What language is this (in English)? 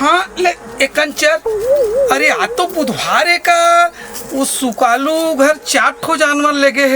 Chhattisgarhi